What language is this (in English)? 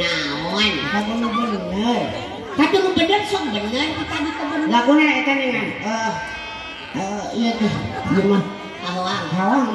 Sundanese